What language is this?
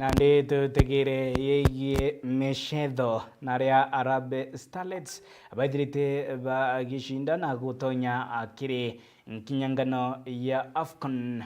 Meru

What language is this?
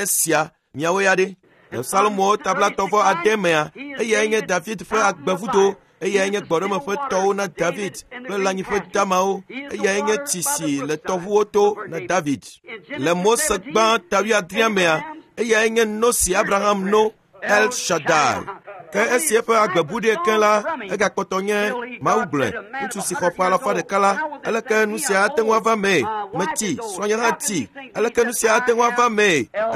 Ewe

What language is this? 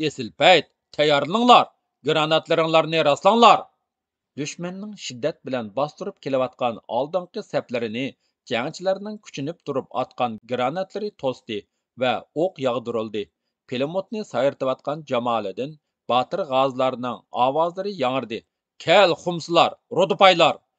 Uyghur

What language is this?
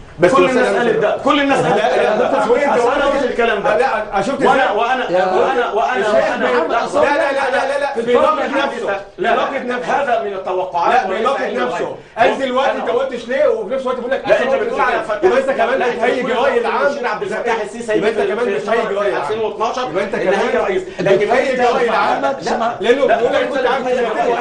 Egyptian Arabic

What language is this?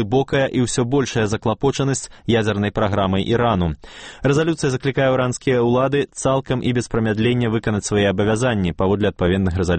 Belarusian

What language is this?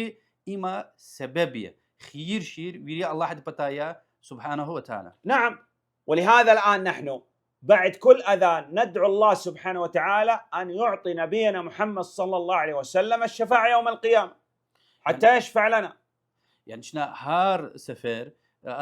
Lezghian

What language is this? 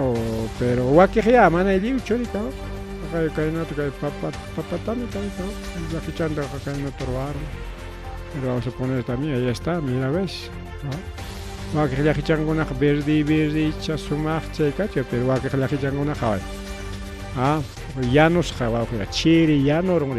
Ayacucho Quechua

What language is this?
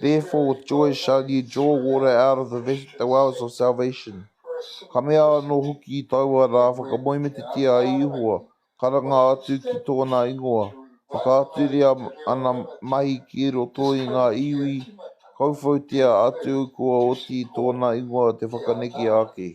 Māori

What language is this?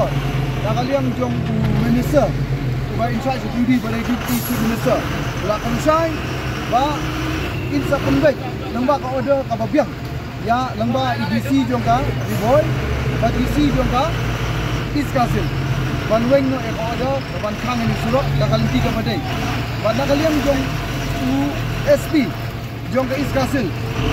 Khasi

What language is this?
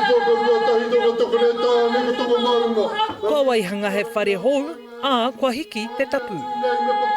Māori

